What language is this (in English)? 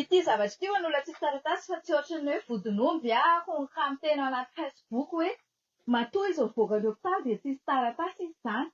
Malagasy